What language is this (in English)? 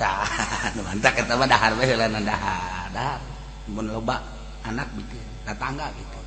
Sundanese